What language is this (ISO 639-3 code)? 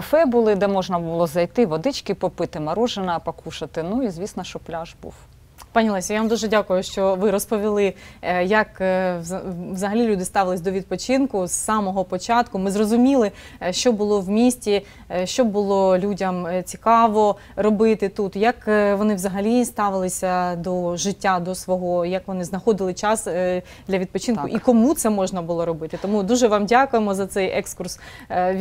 ukr